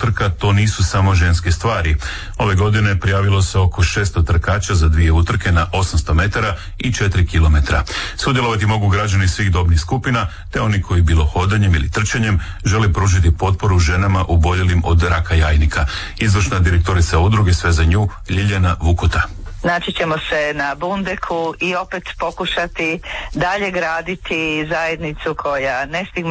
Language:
Croatian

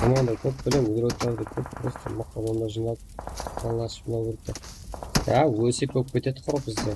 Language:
Kara-Kalpak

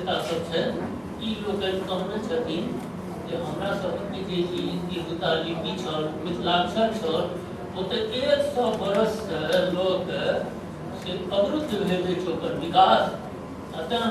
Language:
Maithili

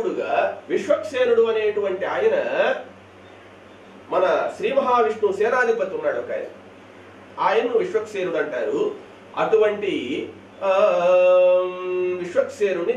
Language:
Telugu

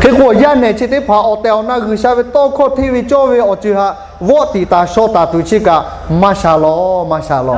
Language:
Lahu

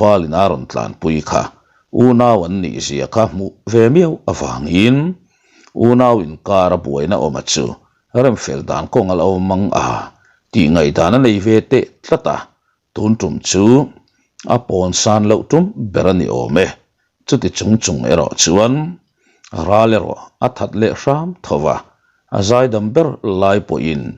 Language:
Mizo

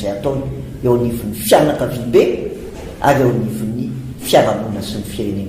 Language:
Malagasy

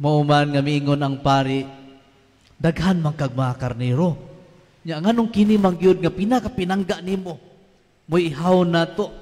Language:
Cebuano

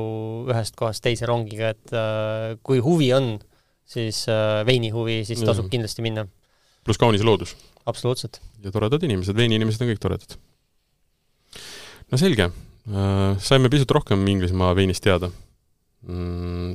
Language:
Estonian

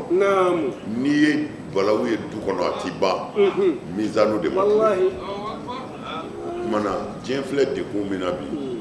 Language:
Bambara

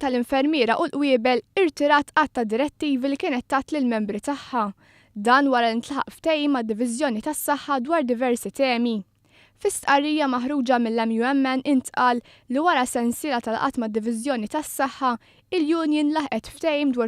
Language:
Maltese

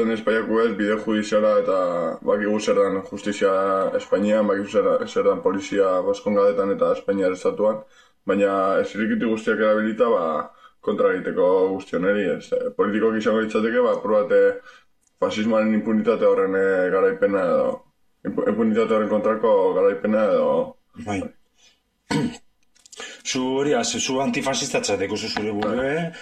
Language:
Basque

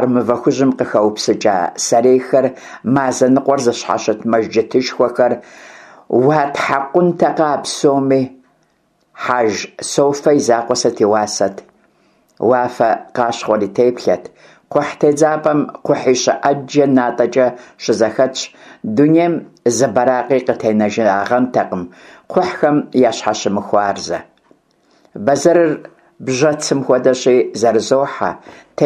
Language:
Kabardian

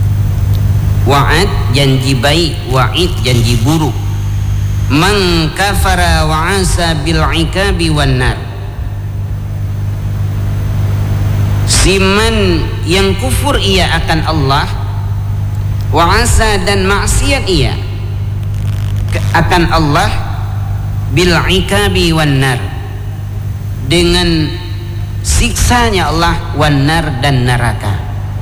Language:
Malay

